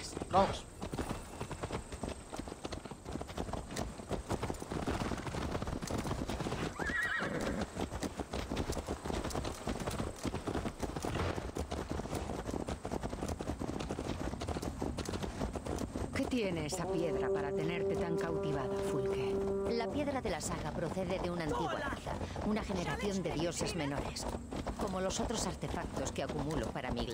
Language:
Spanish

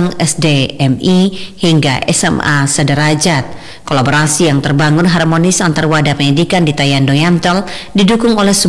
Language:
Indonesian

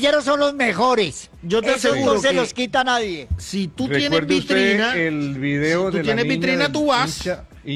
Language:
Spanish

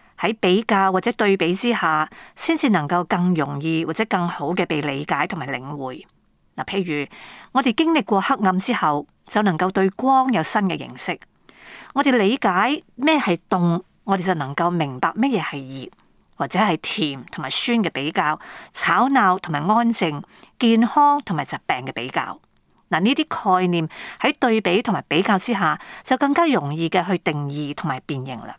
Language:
Cantonese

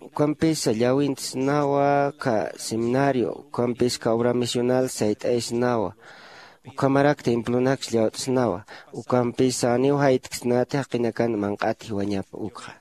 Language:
Aymara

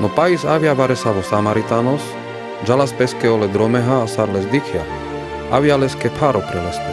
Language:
Carpathian Romani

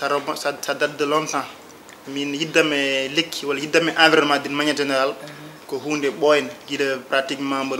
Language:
Fula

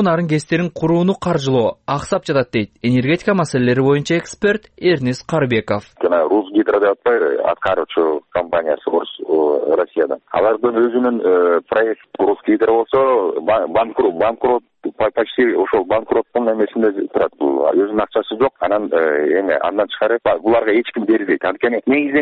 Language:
Kyrgyz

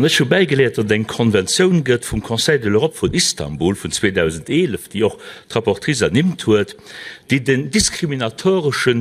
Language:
Luxembourgish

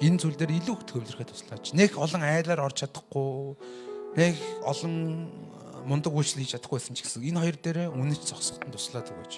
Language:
Mongolian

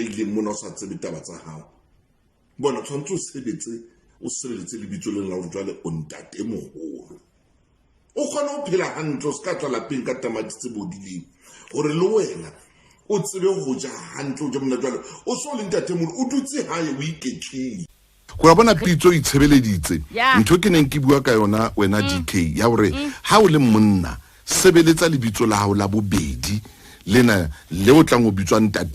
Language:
Southern Sotho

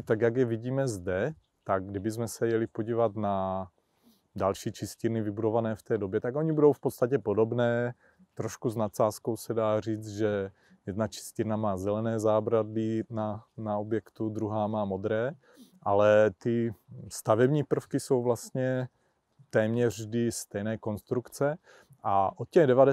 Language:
Czech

